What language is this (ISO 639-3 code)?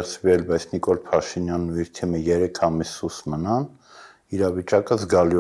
hye